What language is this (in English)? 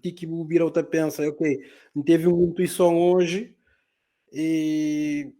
Kabuverdianu